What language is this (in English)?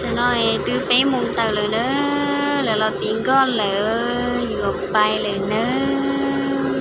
Hmong